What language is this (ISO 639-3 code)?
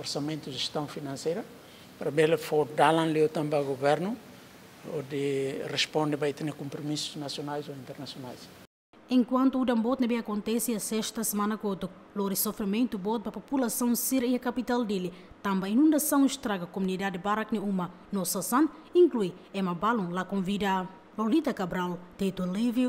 tet